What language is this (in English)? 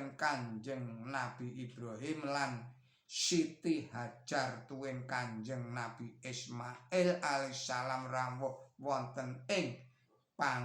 Javanese